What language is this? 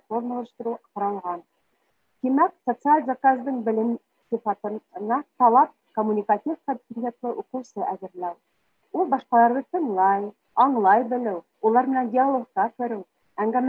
Bashkir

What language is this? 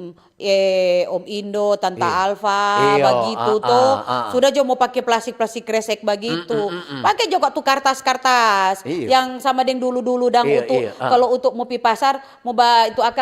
Manado Malay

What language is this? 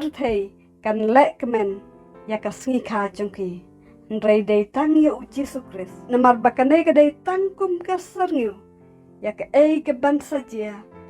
Khasi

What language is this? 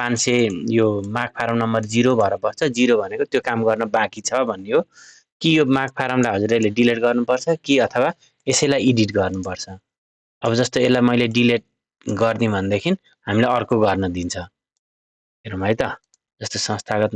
Nepali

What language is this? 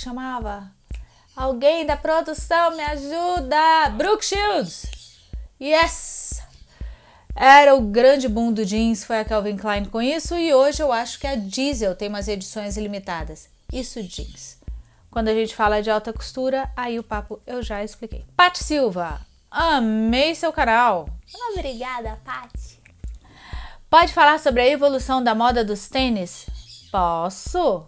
Portuguese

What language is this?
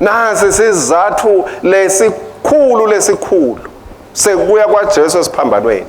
Swati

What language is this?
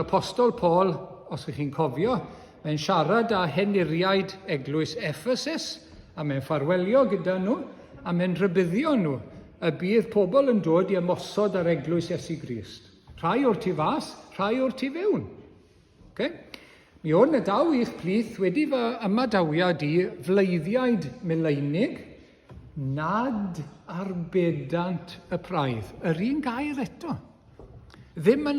Welsh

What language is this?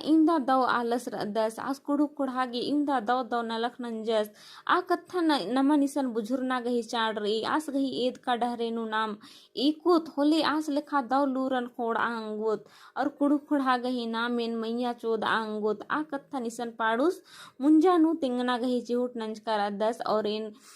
Kurukh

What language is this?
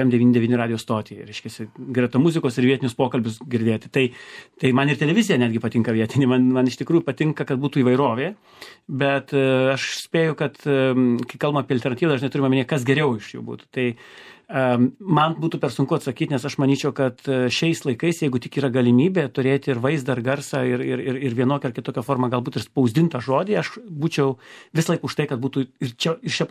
Lithuanian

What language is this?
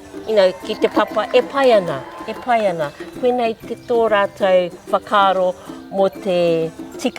Māori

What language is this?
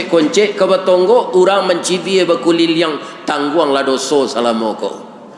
Minangkabau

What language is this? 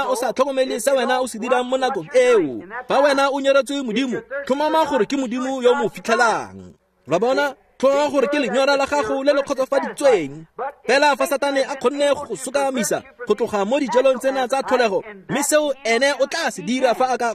Tswana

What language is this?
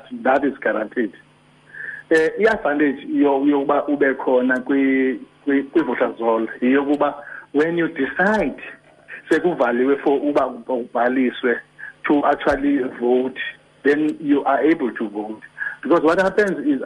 Xhosa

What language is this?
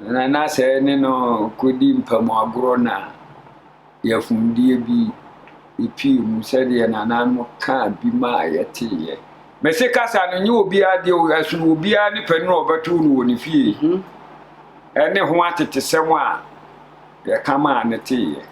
Akan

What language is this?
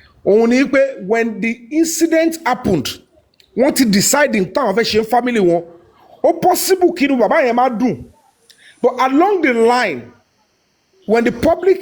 Yoruba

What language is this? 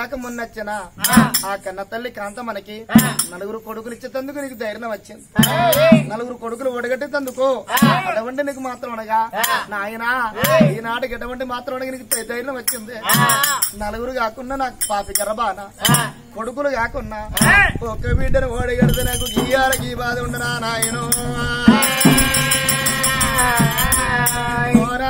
Telugu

